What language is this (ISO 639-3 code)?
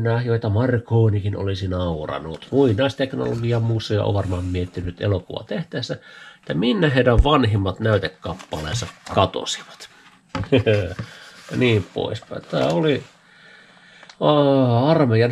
fin